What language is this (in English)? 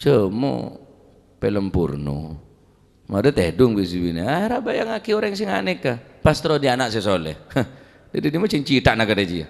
Madurese